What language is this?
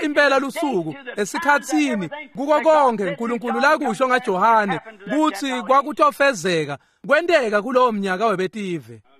Swati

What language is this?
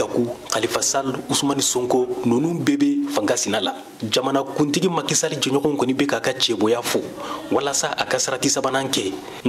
Bambara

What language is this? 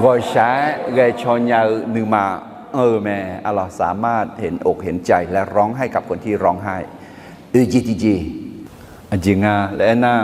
Akha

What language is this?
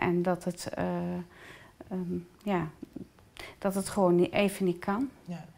Dutch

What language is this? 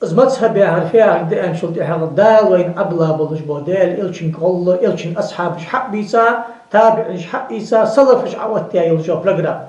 Ingush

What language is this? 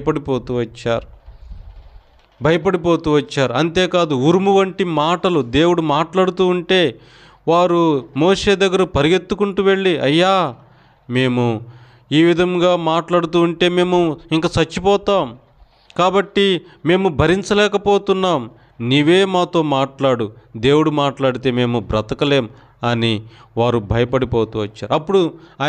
Telugu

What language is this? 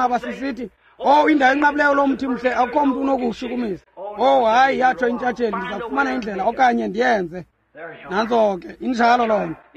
Xhosa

